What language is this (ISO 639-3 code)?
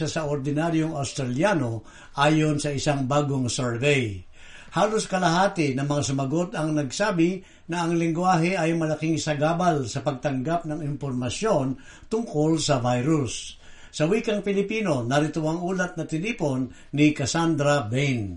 fil